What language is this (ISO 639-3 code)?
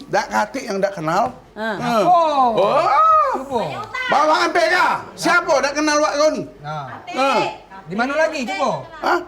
mui